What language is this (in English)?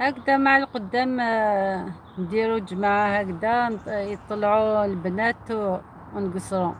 Algerian Arabic